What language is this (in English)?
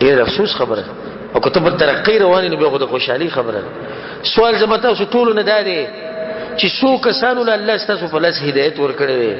Pashto